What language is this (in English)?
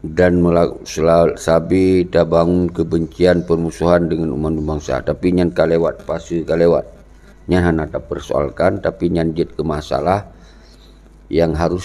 Achinese